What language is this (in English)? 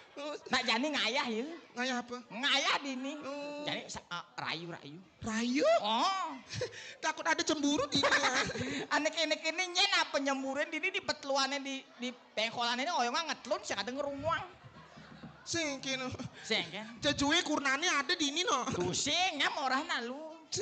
Balinese